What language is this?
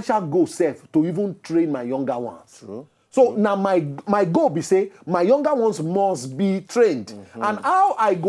Nigerian Pidgin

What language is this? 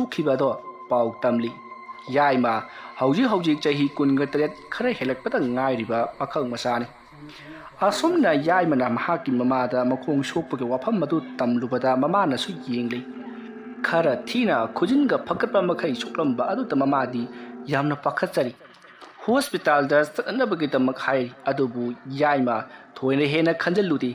Manipuri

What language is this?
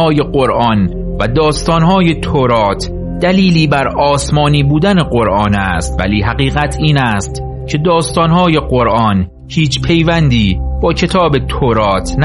Persian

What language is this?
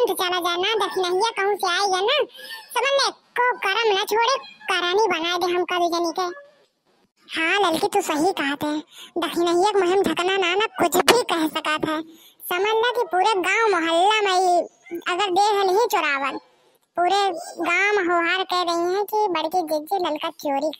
Bhojpuri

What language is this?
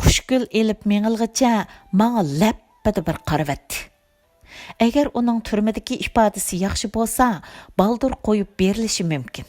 Uyghur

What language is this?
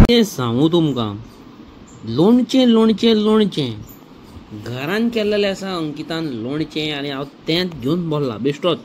Konkani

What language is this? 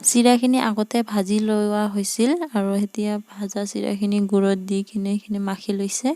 Assamese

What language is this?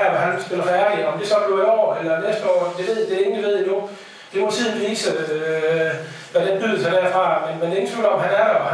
Danish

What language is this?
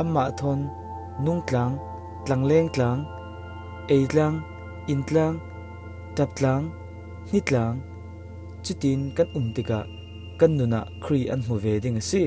Falam Chin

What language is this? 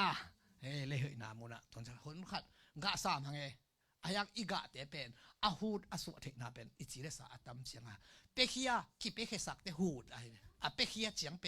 Tedim Chin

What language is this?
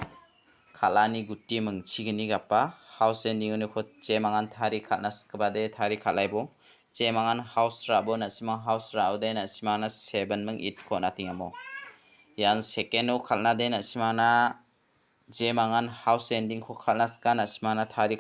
Garo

